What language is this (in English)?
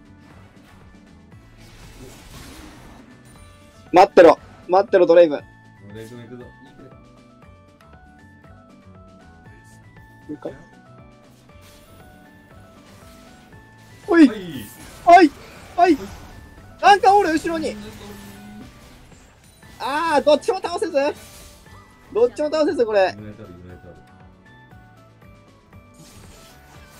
Japanese